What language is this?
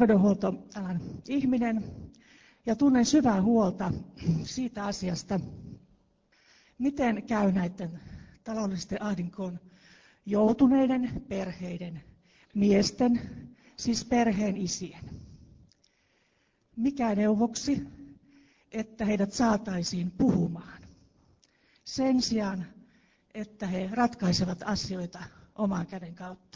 Finnish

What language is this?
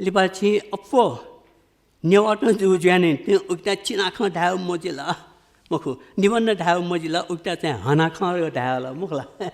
Newari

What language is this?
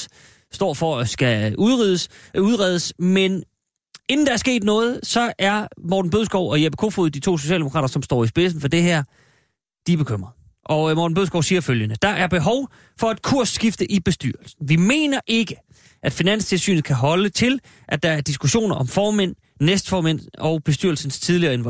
Danish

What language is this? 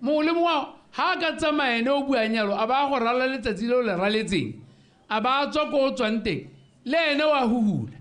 Tswana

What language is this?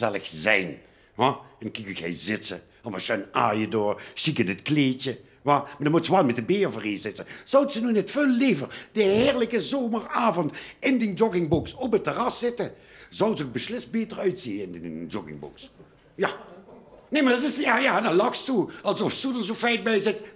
Limburgish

